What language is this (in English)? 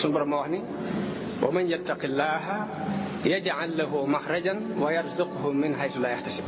Wolof